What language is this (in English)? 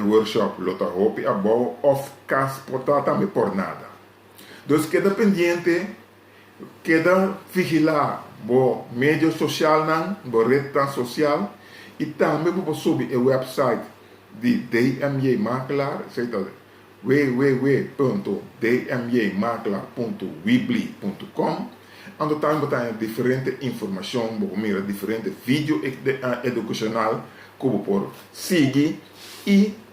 Papiamento